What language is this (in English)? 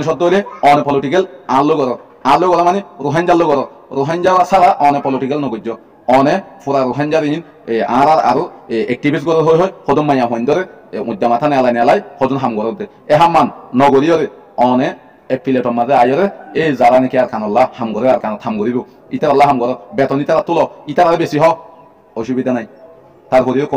Rohingya